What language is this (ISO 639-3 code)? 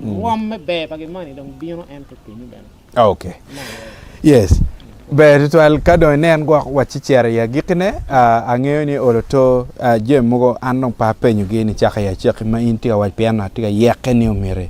ach